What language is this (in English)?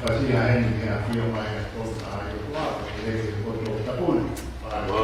Tongan